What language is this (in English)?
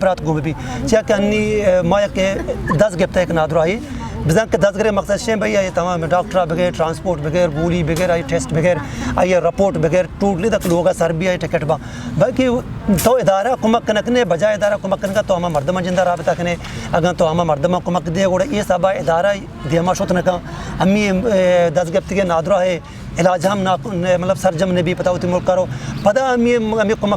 Eastern Balochi